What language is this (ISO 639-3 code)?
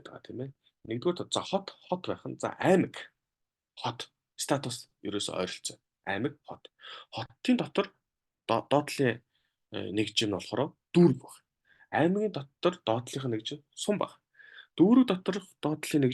mon